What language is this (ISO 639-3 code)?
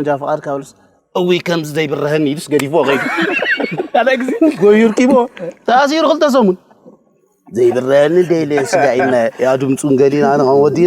tir